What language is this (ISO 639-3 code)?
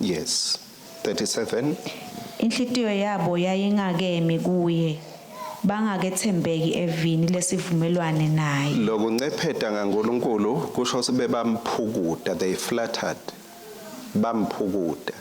ssw